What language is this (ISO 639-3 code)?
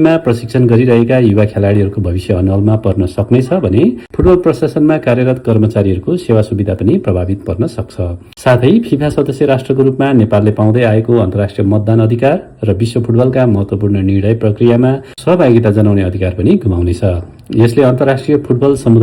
nep